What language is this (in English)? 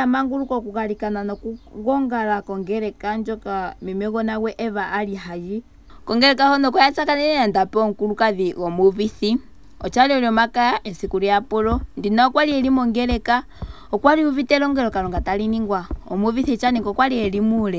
Ndonga